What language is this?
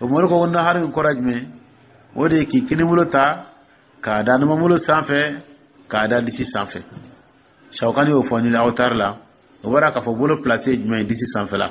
Dyula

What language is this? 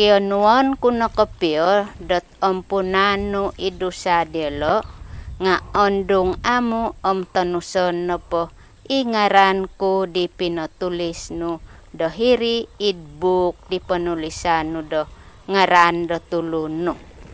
Central Dusun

